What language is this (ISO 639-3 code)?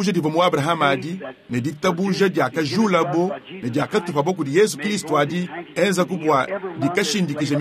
lua